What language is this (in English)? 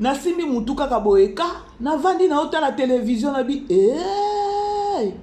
Lingala